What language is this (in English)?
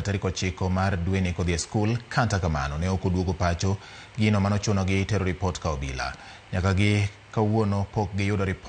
Luo (Kenya and Tanzania)